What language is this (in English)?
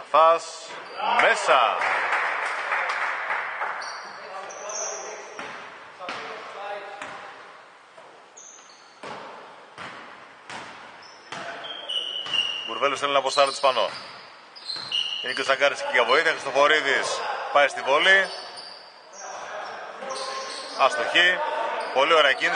Greek